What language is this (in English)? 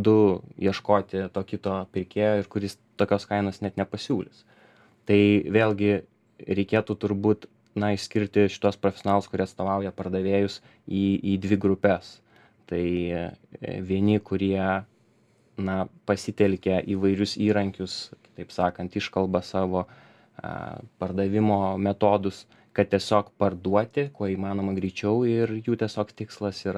Lithuanian